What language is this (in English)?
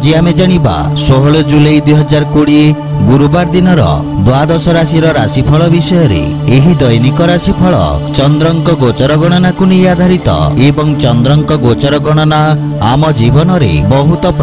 Odia